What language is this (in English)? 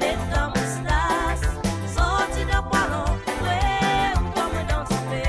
Morisyen